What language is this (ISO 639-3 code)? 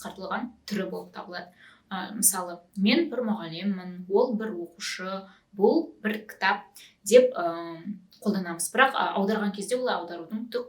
kaz